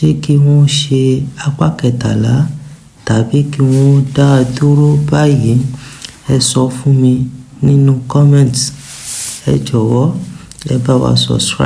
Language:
Yoruba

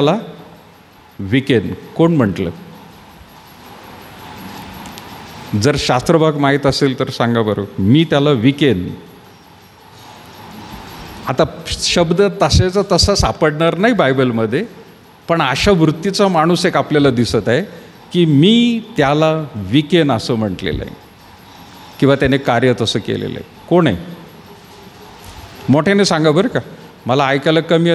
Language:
Marathi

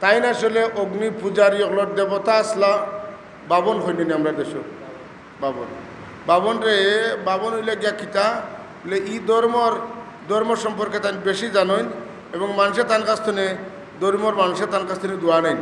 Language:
Sylheti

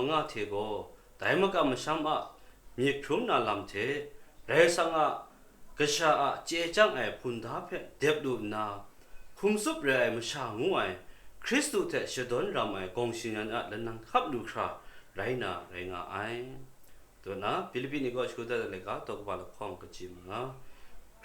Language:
Kachin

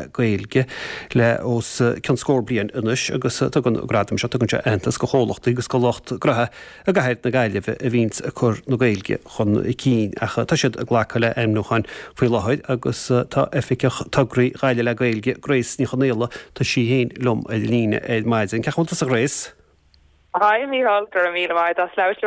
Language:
Irish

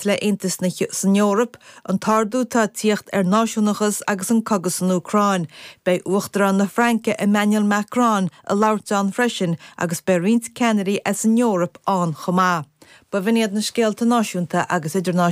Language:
Irish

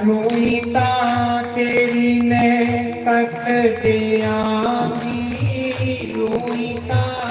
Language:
Dogri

